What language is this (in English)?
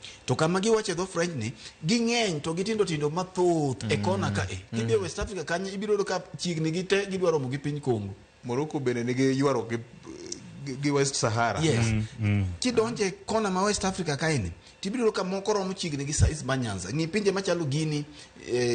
Luo (Kenya and Tanzania)